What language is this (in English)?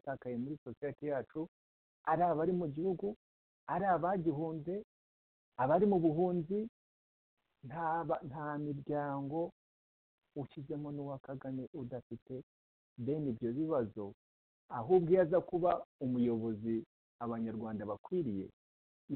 Kinyarwanda